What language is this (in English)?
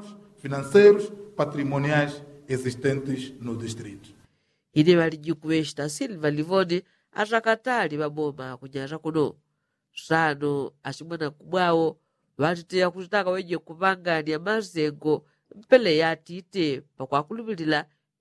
Yao